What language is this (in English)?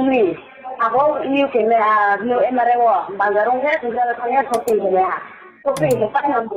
Riang (India)